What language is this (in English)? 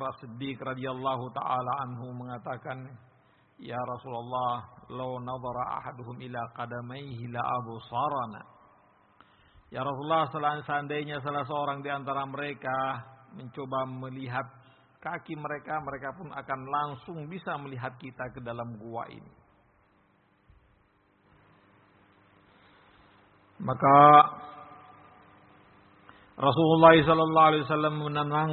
Indonesian